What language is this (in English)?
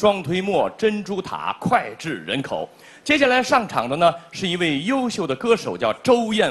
Chinese